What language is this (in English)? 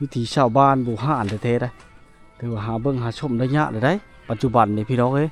Lao